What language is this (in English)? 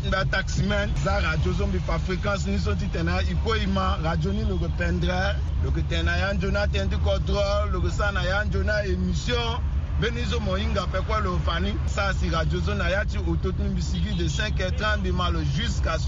Sango